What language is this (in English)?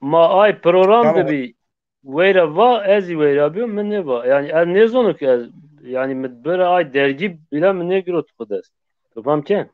Zaza